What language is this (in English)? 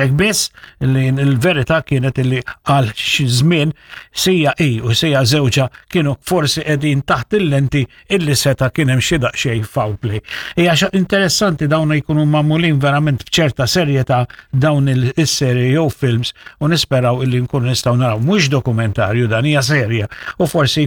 Maltese